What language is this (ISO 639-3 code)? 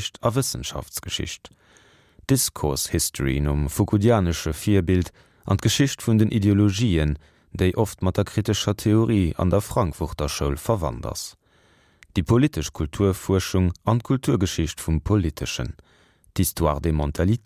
ltz